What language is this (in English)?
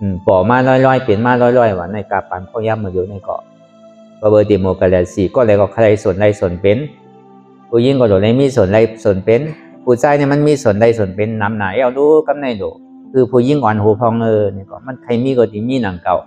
Shan